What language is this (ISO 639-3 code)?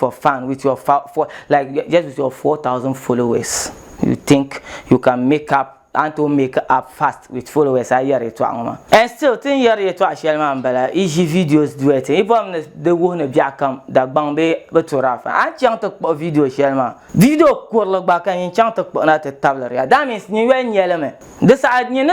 dag